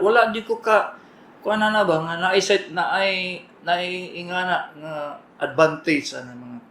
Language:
Cebuano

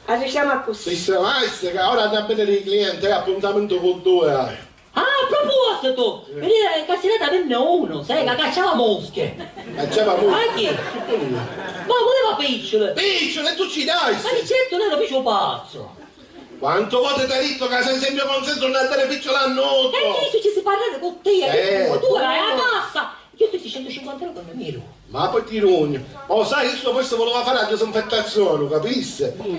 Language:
Sicilian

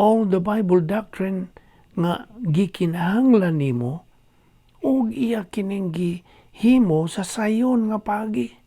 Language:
Cebuano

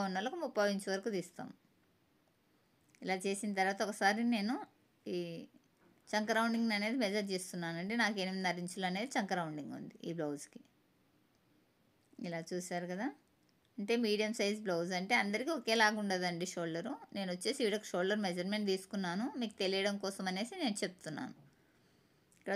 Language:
Telugu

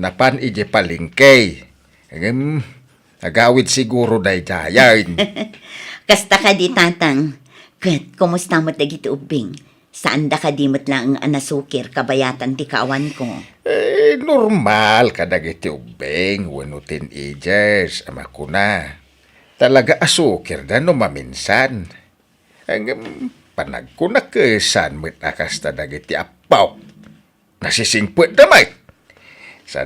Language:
Iloko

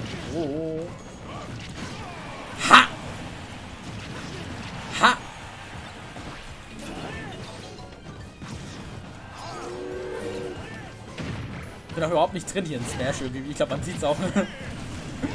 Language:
German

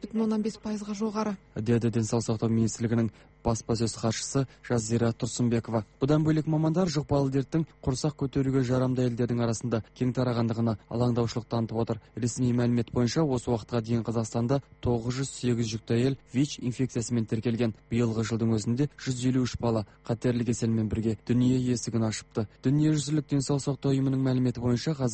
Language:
Kazakh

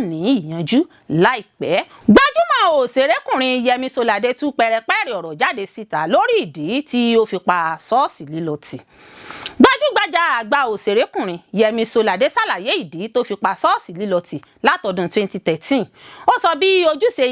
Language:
Yoruba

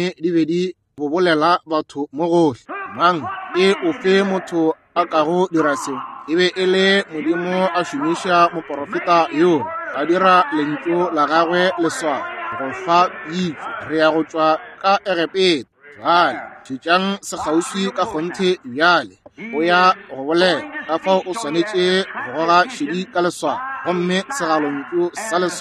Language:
Northern Sotho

